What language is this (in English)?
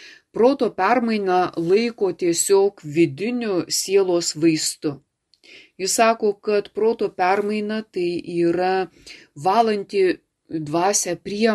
Lithuanian